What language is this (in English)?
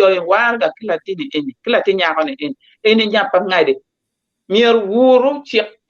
Acoli